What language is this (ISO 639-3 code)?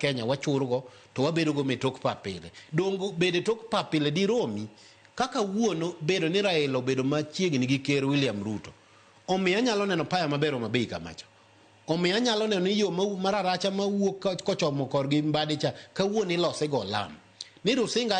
luo